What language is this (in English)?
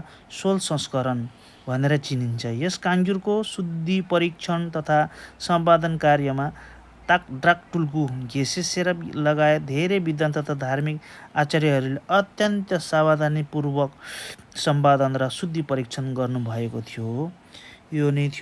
Nepali